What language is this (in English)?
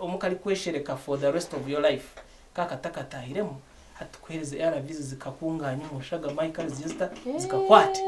Nyankole